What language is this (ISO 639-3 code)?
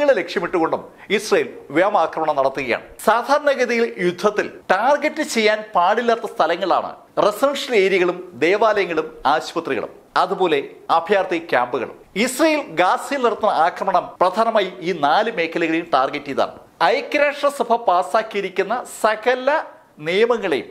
mal